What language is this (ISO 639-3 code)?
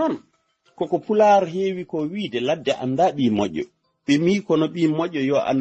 ful